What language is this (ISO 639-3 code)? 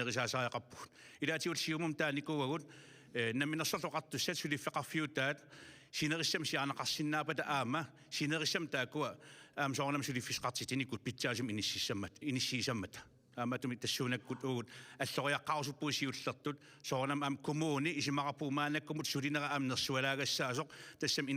kal